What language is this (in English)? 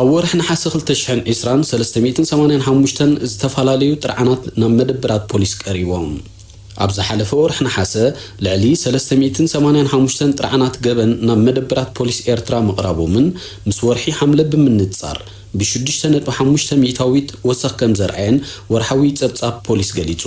Tigrinya